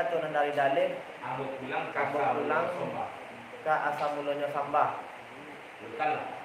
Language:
Minangkabau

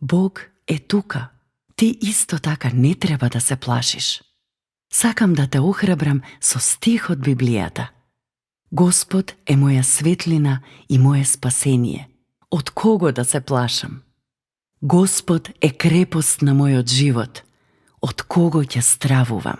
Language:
Macedonian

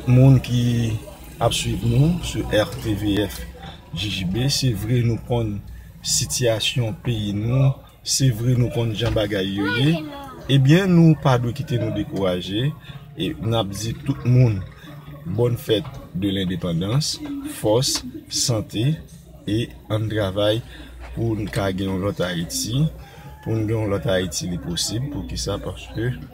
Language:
Haitian Creole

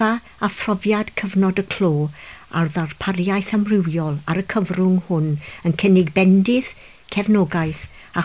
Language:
Welsh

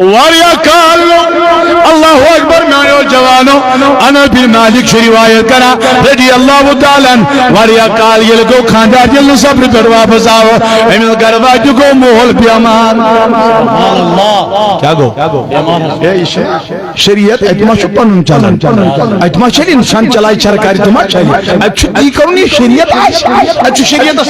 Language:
Kashmiri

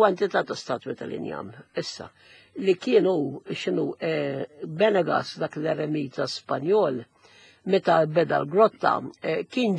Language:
Maltese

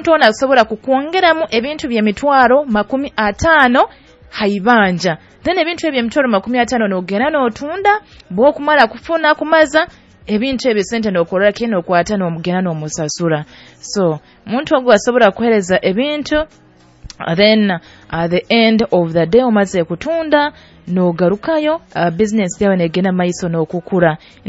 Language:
Nyoro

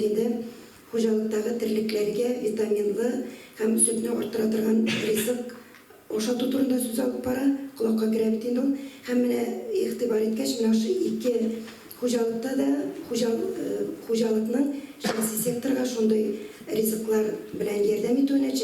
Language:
Tatar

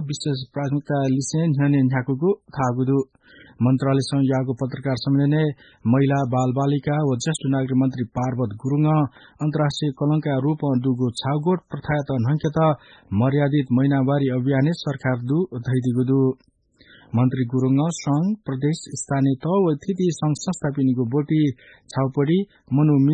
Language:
Newari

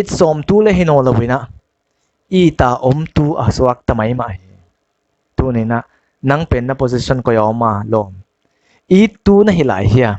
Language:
Paite Chin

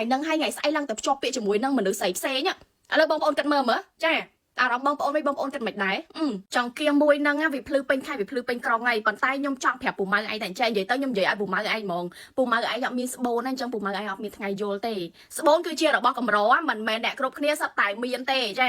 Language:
Khmer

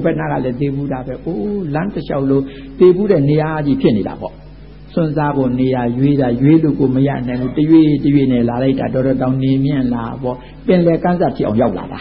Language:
Burmese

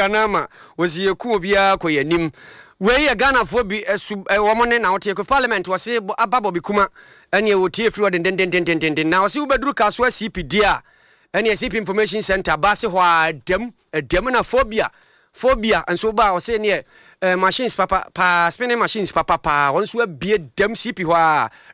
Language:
Akan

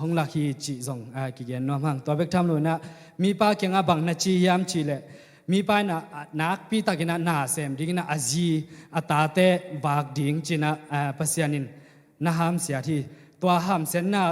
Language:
Tedim Chin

